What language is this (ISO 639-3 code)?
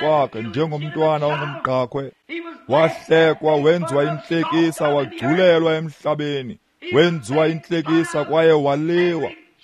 xho